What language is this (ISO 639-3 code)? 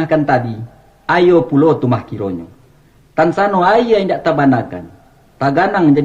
min